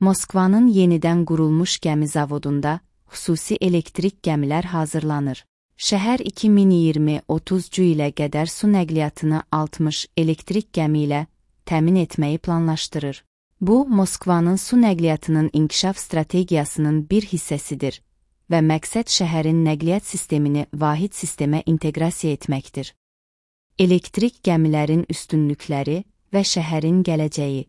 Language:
Azerbaijani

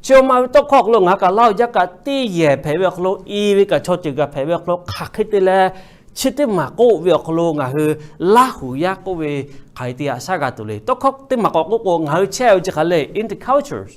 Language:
Lahu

